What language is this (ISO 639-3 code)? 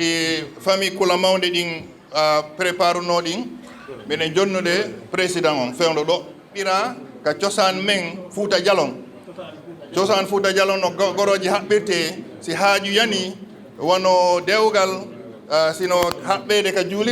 ful